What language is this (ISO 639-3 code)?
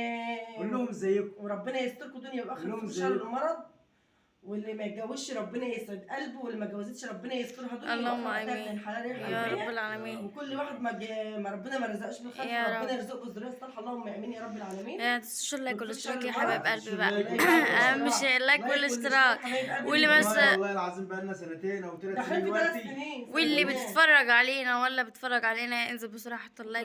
arz